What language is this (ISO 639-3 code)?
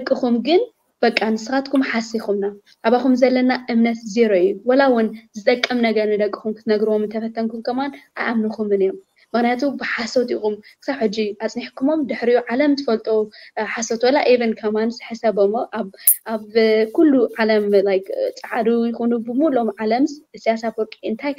tir